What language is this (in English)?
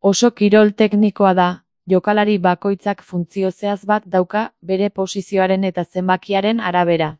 Basque